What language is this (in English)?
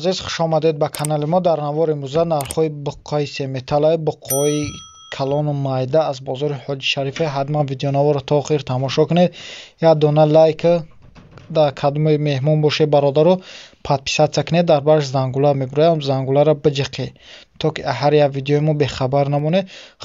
Tajik